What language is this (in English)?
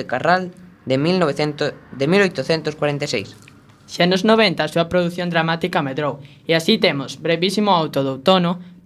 Galician